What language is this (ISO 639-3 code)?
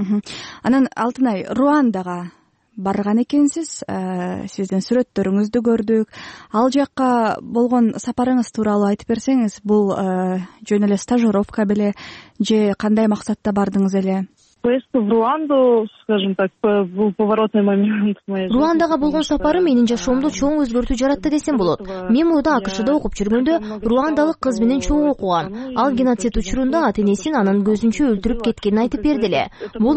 kir